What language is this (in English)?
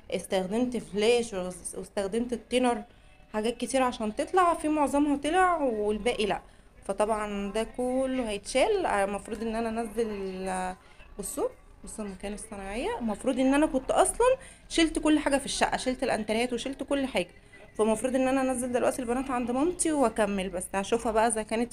Egyptian Arabic